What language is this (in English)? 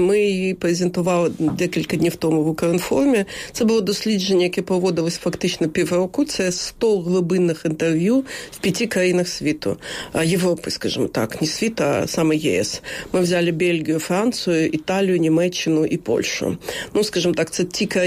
Ukrainian